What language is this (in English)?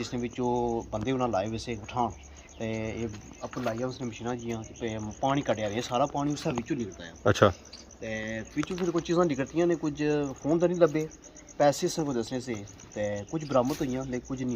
Pahari-Potwari